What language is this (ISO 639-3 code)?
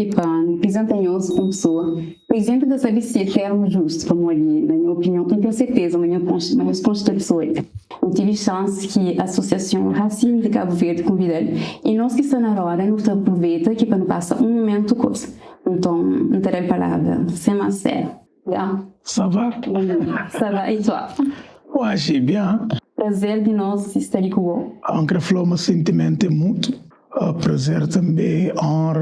kea